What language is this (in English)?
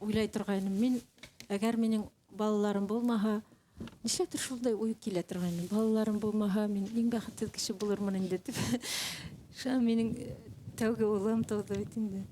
Bashkir